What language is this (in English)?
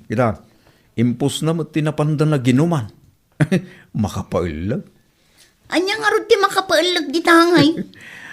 Iloko